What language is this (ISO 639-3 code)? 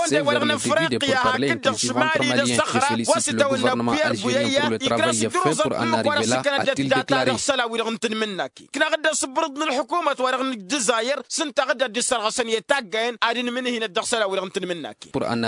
taq